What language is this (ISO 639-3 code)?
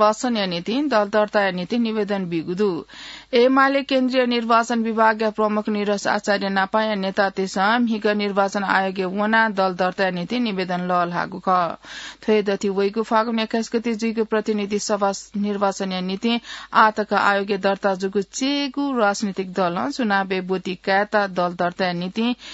new